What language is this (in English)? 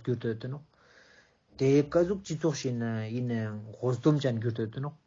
Ladakhi